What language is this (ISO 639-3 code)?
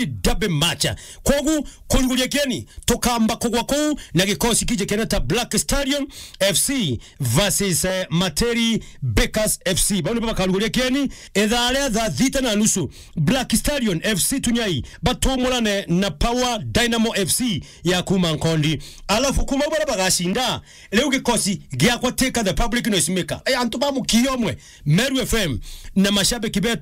mer